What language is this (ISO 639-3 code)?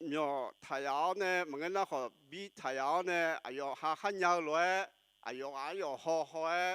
ahk